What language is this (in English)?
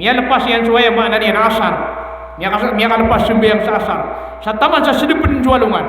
Maranao